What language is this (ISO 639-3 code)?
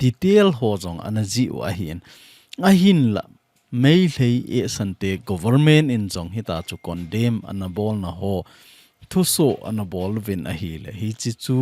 tcz